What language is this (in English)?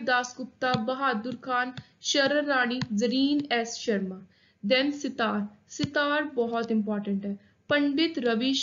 Punjabi